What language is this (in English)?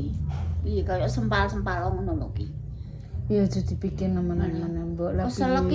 Javanese